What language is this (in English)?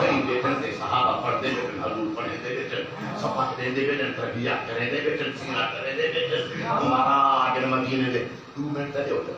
Saraiki